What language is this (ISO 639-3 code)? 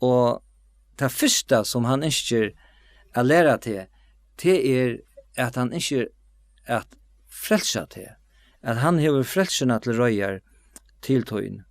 fao